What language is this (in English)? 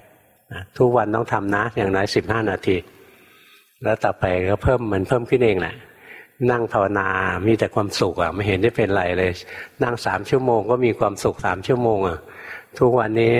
Thai